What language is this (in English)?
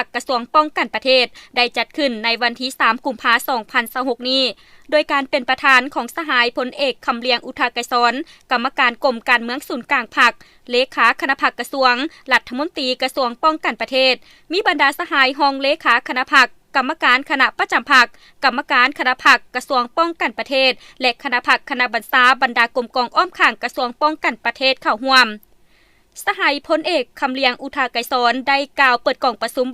Lao